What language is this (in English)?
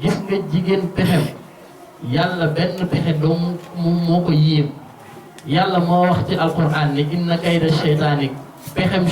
Wolof